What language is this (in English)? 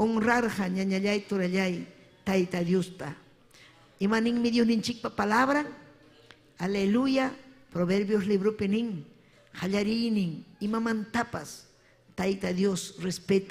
Ayacucho Quechua